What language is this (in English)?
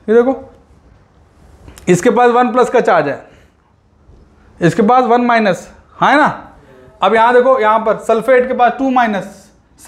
Hindi